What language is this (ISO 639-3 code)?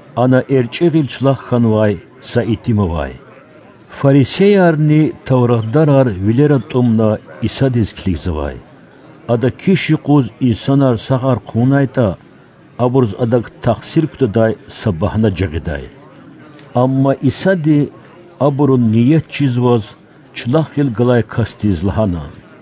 lez